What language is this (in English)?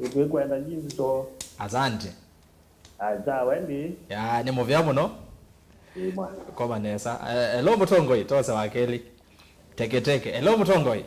Kamba